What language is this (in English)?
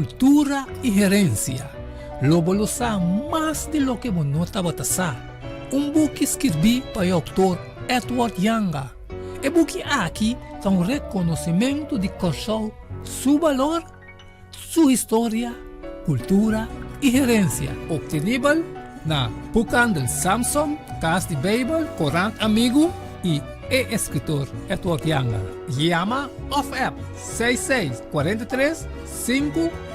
Papiamento